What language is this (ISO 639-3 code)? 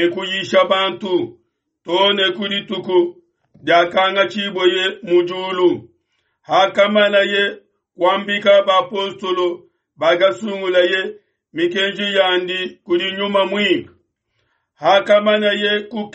lua